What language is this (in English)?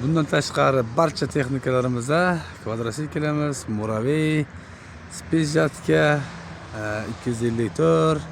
Uzbek